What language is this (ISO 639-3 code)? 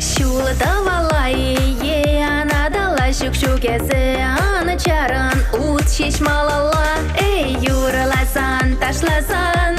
chv